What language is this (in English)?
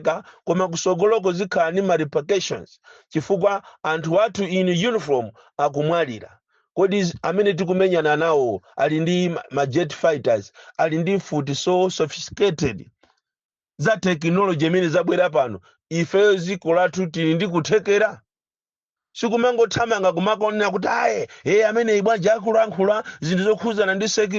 Nyanja